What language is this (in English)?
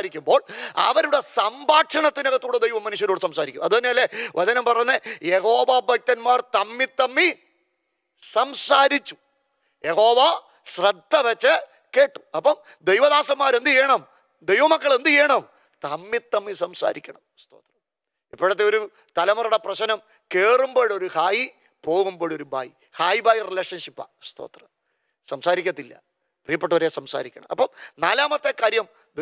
Malayalam